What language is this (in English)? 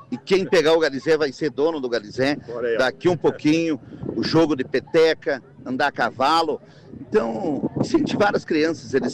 Portuguese